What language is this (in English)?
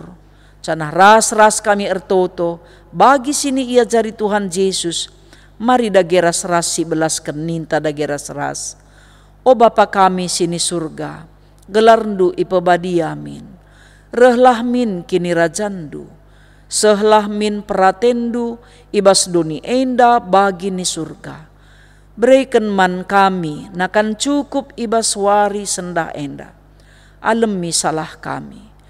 Batak Karo